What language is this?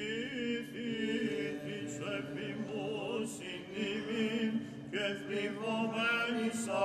Greek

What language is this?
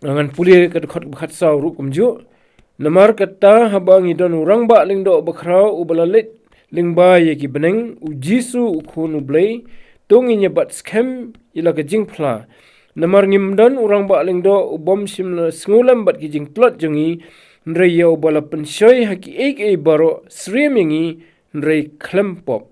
Khasi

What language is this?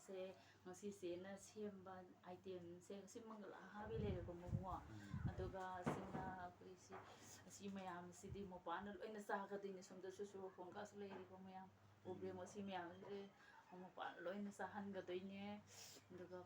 Manipuri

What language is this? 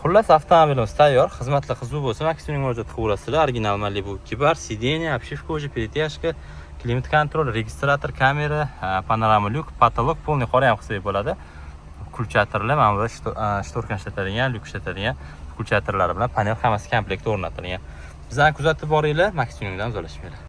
Uzbek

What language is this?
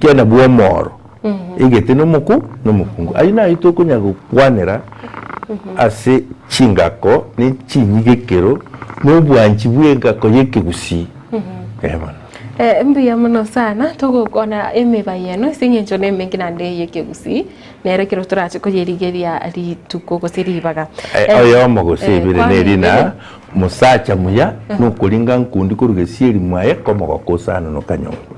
Gusii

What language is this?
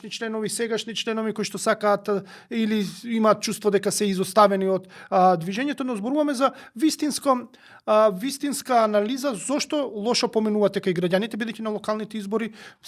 Macedonian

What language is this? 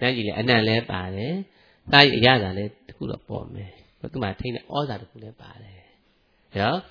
Burmese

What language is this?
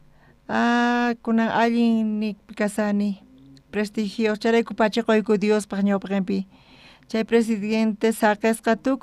South Bolivian Quechua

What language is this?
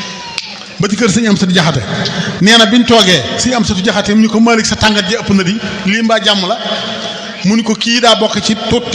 Wolof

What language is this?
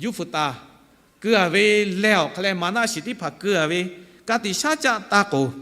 Lahu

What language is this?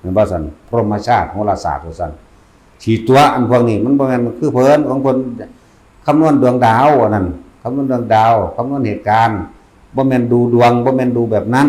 Northeastern Thai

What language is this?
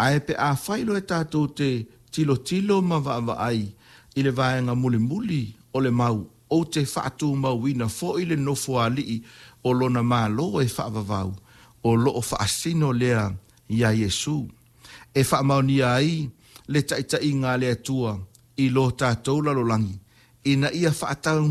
Samoan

